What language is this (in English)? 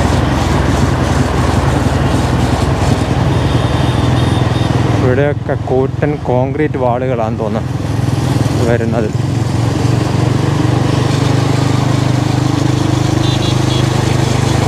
Malayalam